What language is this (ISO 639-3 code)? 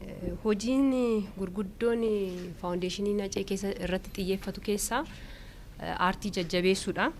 orm